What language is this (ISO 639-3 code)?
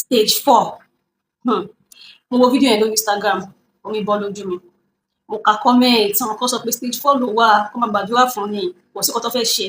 yor